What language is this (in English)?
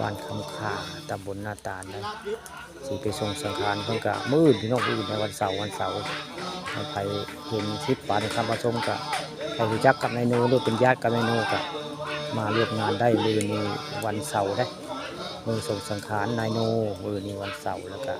Northeastern Thai